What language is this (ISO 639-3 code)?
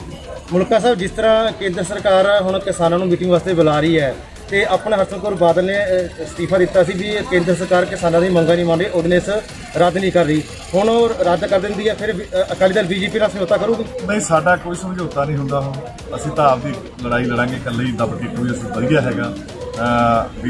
pan